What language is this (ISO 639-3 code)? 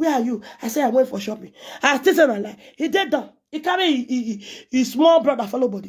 pcm